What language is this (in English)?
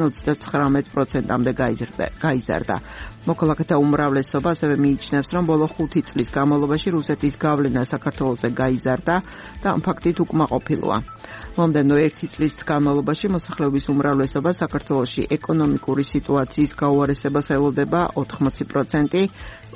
Georgian